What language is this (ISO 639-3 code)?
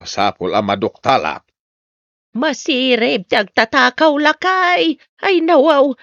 ilo